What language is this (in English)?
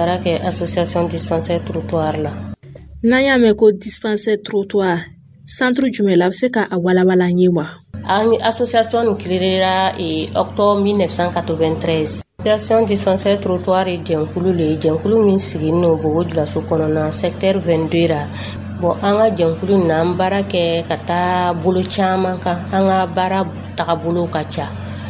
Dyula